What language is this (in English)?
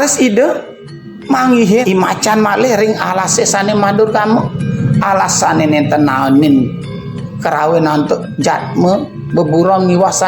Balinese